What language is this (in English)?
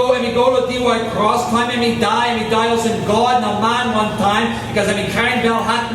Tok Pisin